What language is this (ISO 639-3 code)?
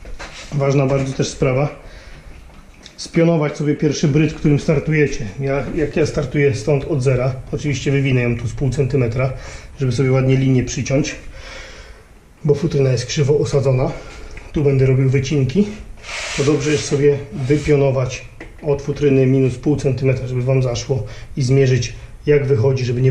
pol